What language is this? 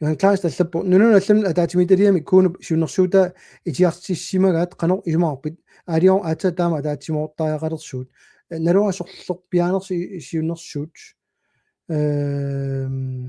Kalaallisut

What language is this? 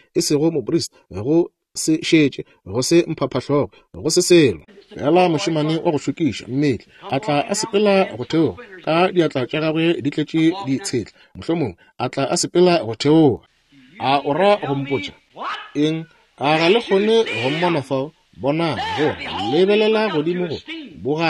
Northern Sotho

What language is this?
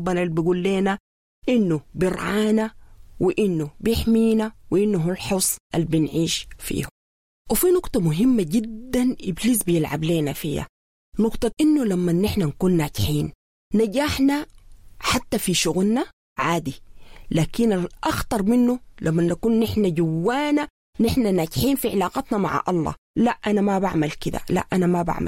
Sudanese Arabic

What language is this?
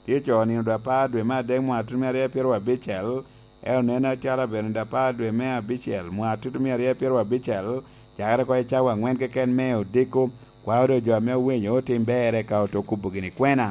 Lango (Uganda)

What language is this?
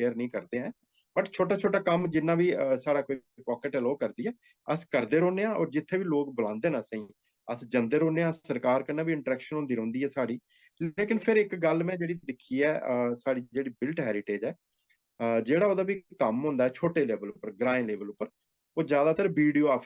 Dogri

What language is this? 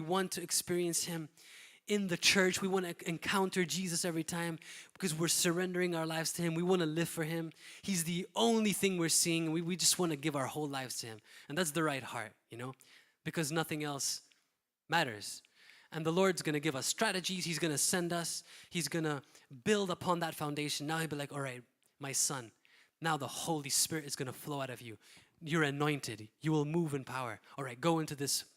English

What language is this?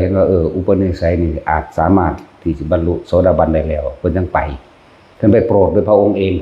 Northeastern Thai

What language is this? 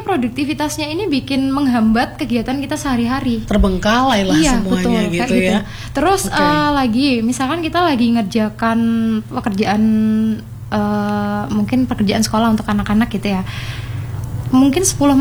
Indonesian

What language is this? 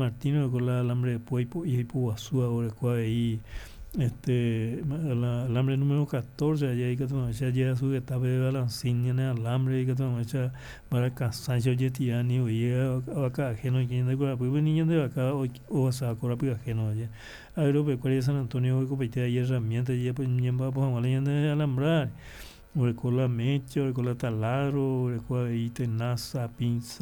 Guarani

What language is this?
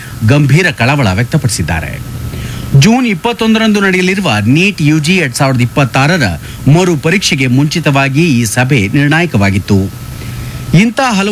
Kannada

